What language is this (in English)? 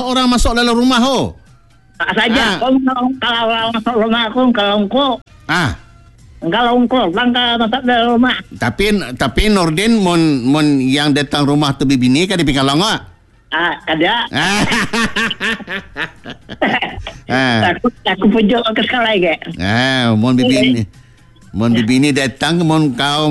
Malay